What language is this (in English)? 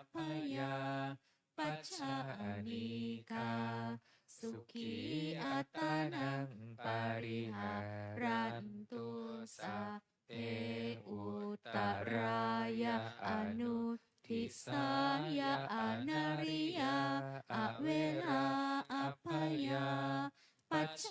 Pali